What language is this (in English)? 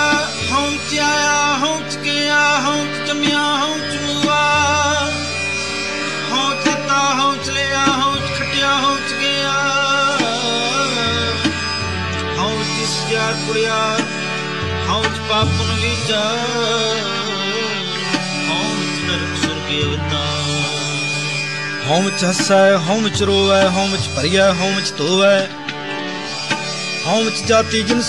Punjabi